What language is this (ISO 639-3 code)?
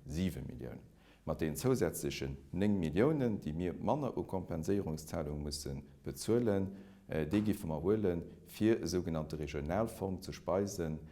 ltz